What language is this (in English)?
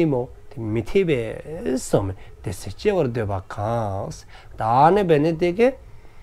Dzongkha